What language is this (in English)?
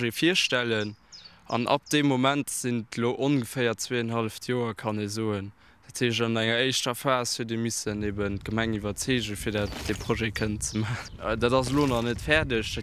Luxembourgish